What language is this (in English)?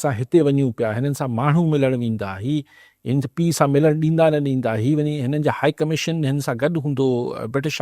Sindhi